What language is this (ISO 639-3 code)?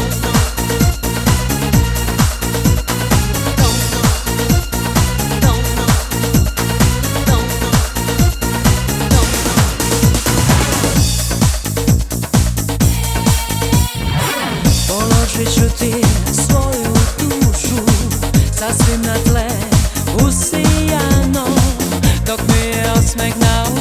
srp